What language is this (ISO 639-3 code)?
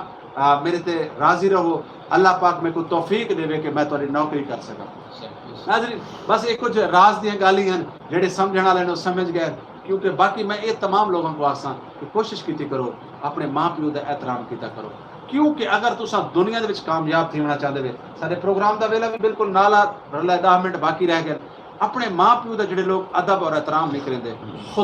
skr